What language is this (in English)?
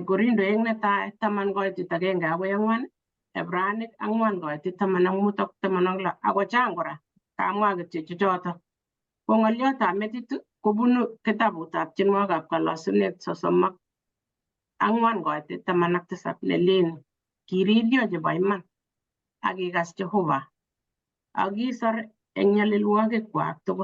Kalenjin